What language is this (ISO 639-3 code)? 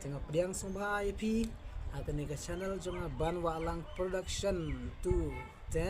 kha